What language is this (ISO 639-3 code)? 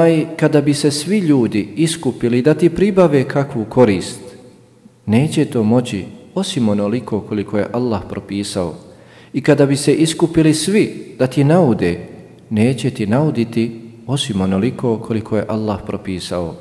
bos